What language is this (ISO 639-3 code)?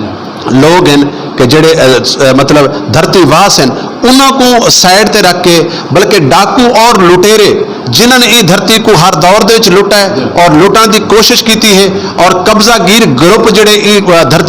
skr